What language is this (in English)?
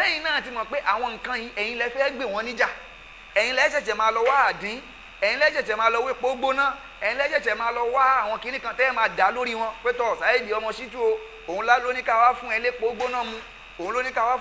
Yoruba